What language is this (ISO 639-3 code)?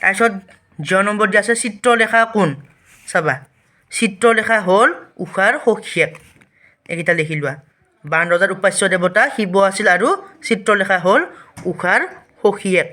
asm